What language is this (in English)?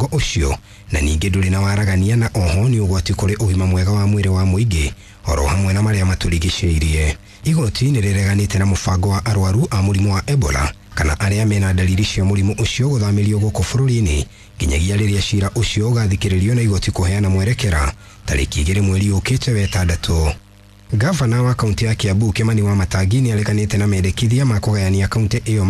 Kikuyu